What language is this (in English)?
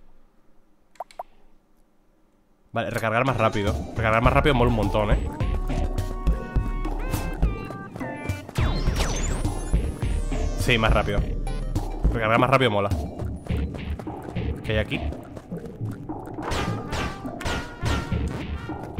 Spanish